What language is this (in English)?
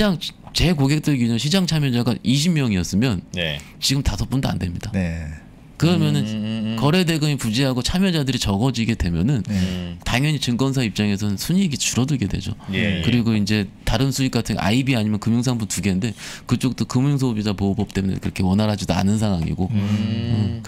Korean